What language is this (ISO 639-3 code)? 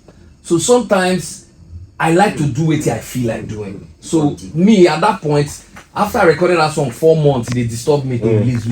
pcm